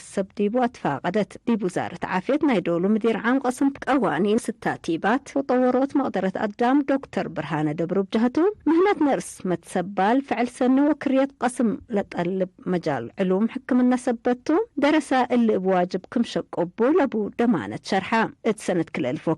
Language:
Tigre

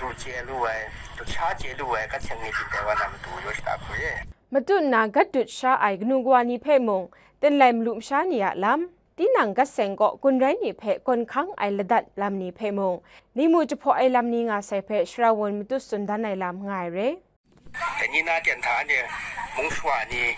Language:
Kachin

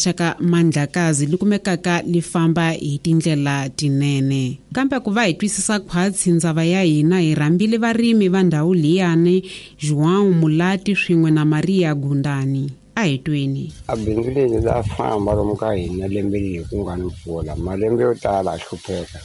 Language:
Tsonga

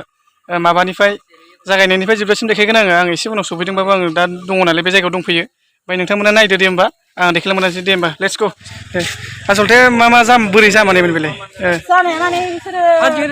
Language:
Bodo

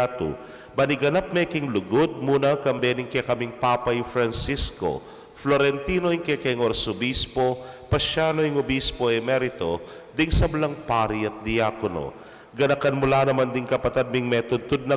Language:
Pampanga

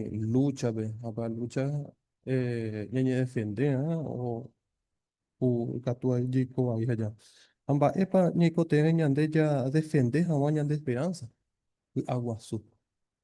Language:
Guarani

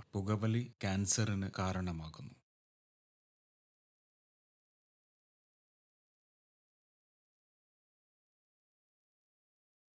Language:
Malayalam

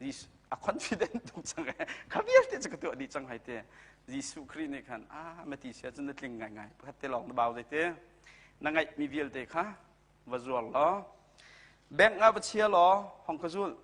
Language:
Hakha Chin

